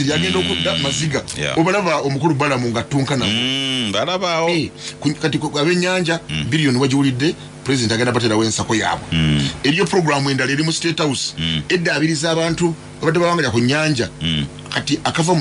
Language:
Ganda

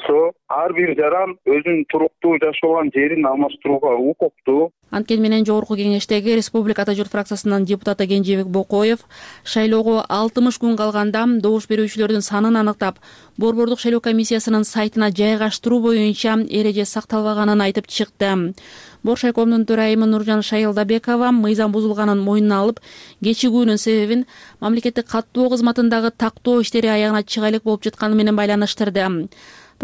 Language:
Kyrgyz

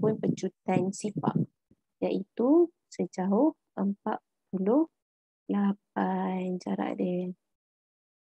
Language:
Malay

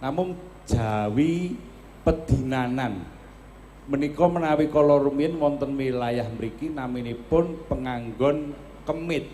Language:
Javanese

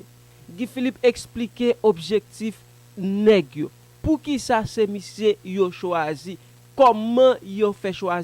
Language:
Haitian Creole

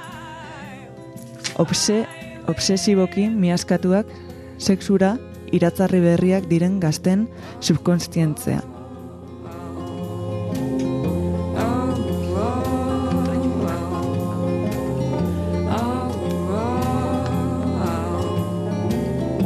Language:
Basque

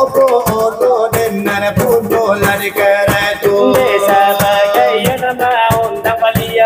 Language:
Minangkabau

